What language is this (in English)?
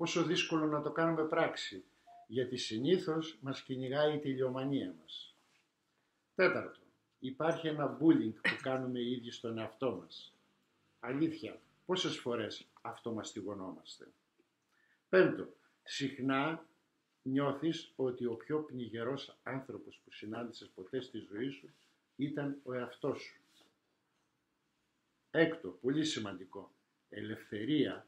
Greek